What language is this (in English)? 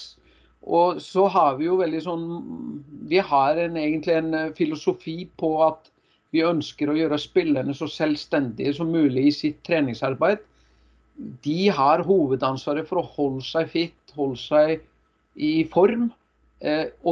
Norwegian